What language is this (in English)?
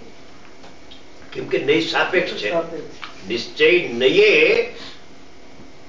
Gujarati